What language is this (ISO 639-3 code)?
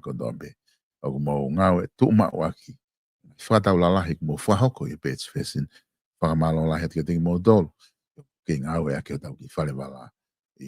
ton